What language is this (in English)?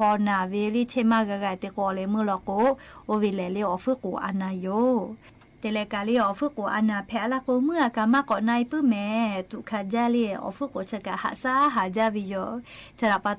Lahu